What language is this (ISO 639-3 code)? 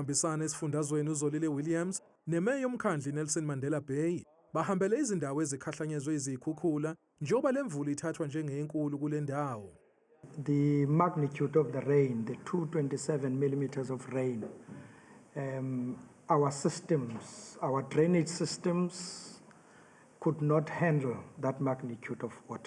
zul